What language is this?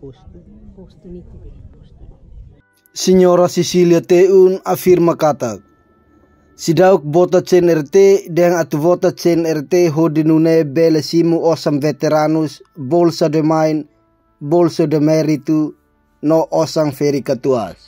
Tetum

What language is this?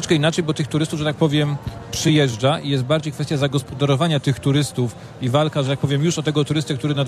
Polish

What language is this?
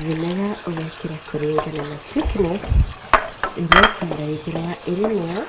Meru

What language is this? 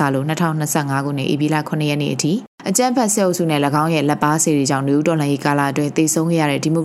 Burmese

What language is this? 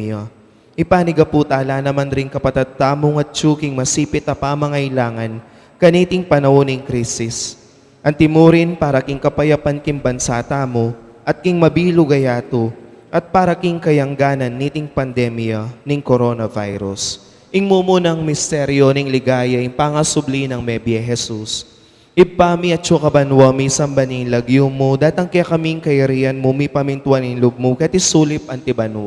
Pampanga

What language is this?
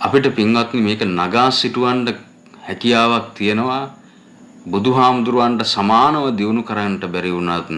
Sinhala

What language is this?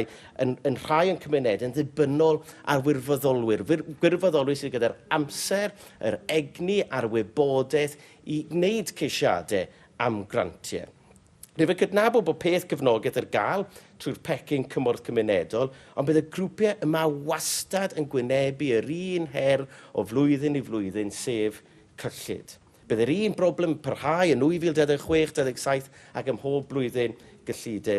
Welsh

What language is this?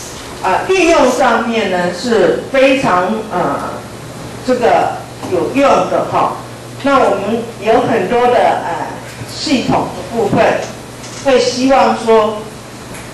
Chinese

